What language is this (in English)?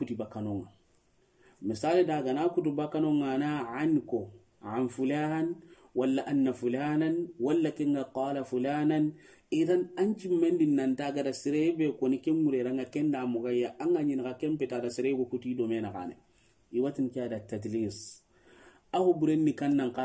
Soninke